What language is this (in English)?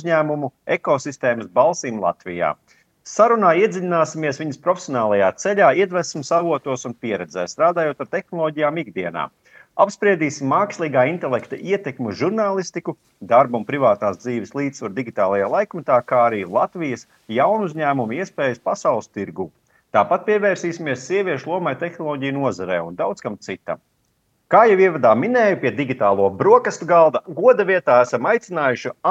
Latvian